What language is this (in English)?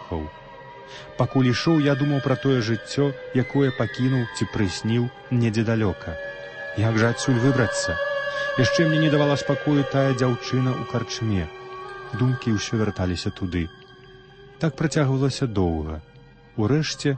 Belarusian